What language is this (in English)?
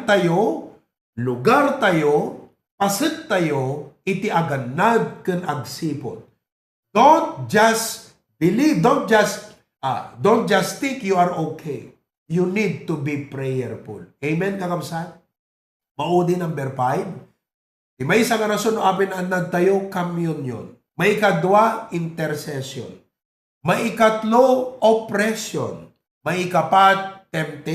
Iloko